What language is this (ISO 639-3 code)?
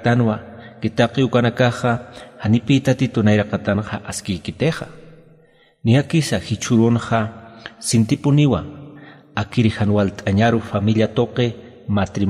aym